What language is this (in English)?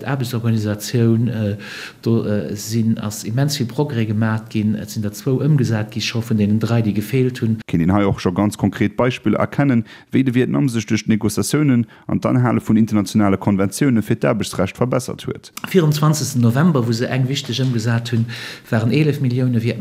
Luxembourgish